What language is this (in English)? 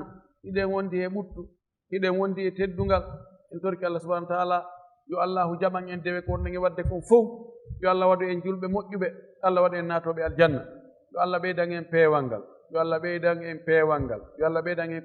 Fula